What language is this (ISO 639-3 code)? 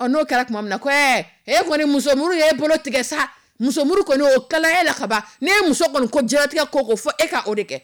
dyu